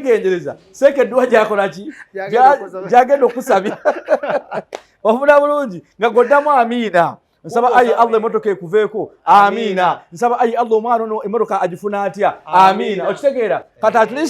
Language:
Ganda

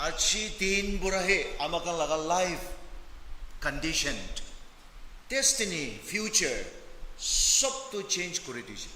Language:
Naga Pidgin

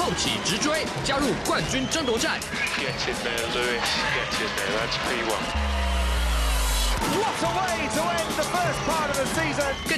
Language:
Chinese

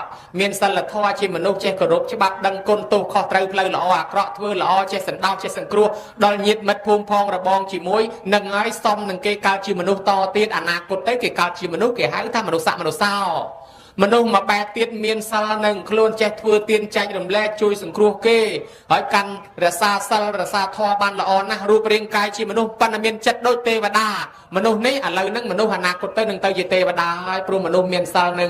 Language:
Khmer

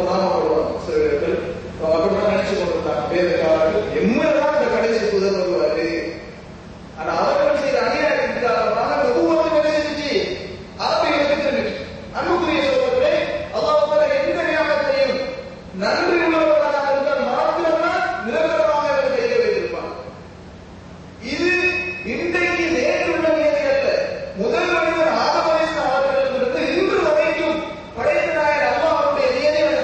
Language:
Tamil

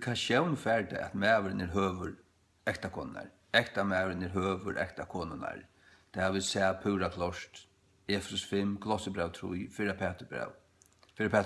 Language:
Faroese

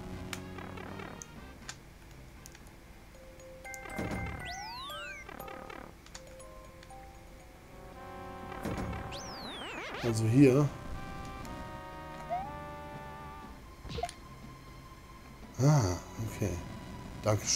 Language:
German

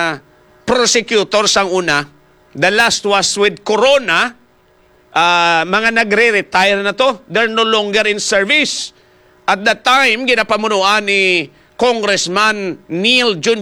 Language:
Hiligaynon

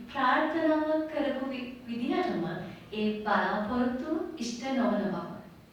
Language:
Sinhala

